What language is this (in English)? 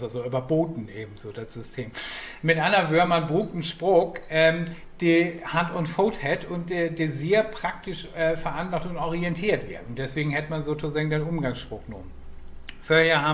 Low German